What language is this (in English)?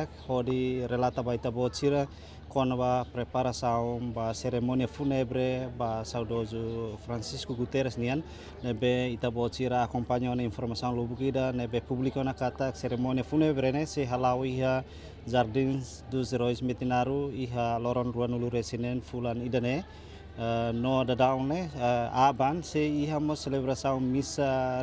Tetum